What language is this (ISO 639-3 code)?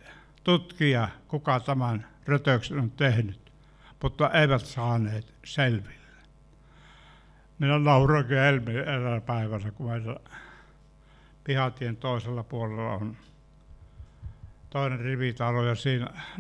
fin